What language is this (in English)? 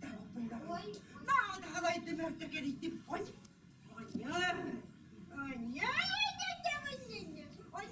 Yakut